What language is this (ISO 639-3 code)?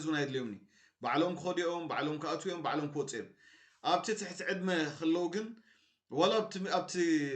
tir